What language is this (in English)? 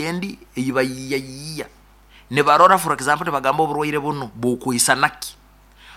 Nyoro